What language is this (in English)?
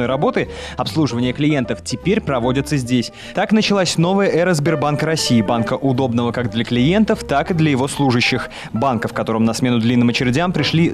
Russian